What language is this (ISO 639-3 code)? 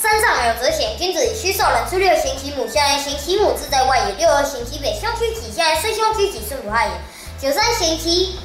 lzh